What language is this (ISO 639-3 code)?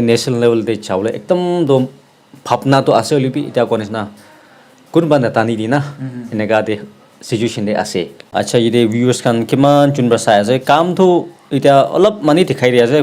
nag